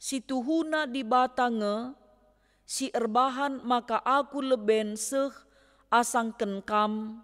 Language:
Batak Karo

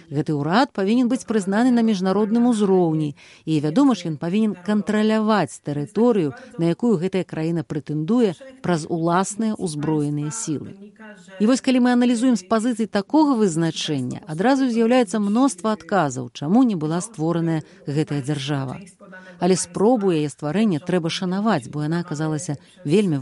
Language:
Belarusian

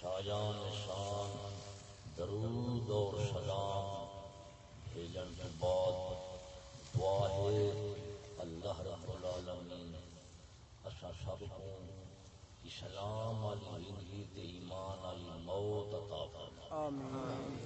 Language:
Saraiki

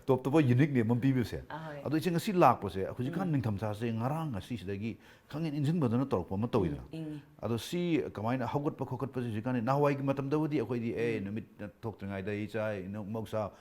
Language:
Manipuri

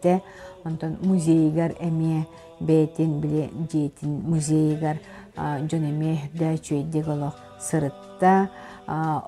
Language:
Yakut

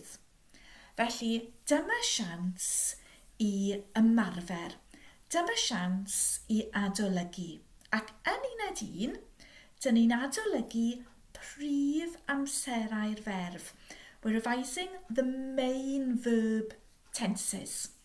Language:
Welsh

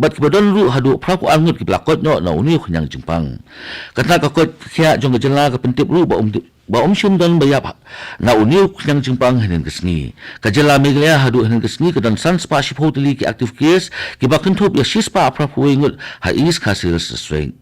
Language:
Khasi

